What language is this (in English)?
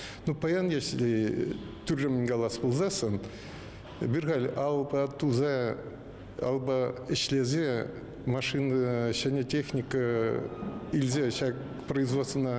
Chuvash